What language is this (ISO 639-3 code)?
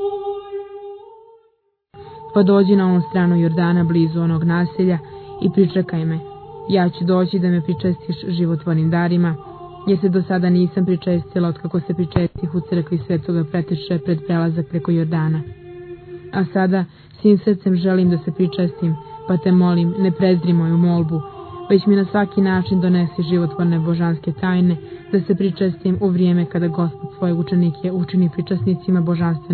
srp